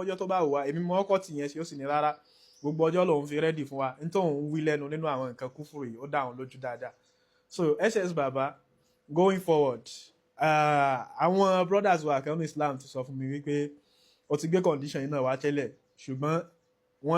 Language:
Yoruba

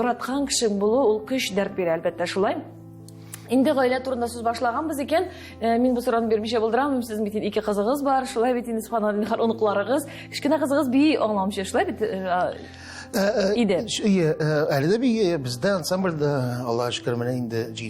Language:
Tatar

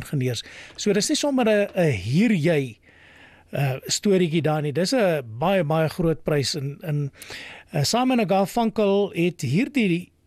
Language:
Afrikaans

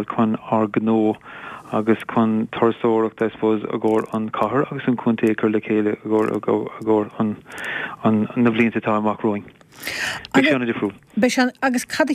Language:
Irish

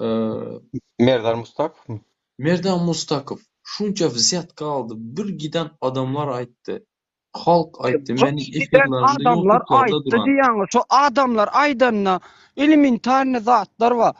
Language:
Turkmen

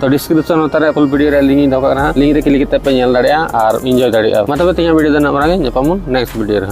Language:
Santali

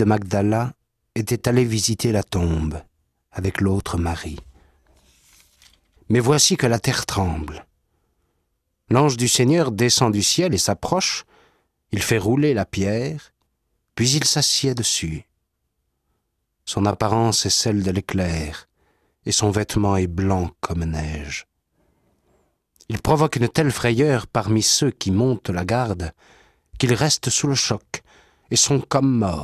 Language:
French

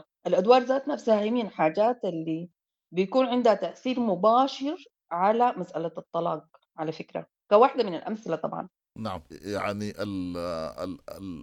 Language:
Sudanese Arabic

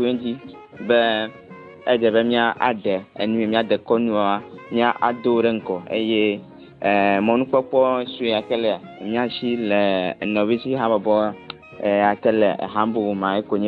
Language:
Ewe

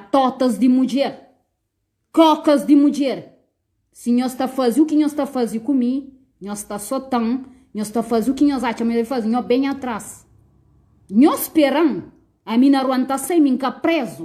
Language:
Kabuverdianu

